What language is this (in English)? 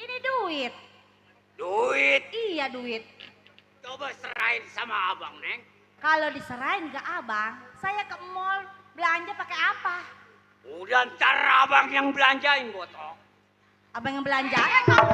Betawi